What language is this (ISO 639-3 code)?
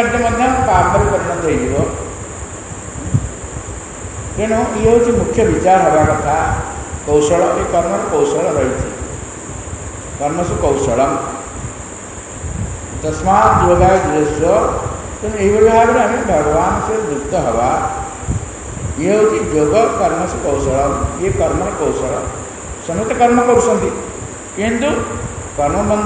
ori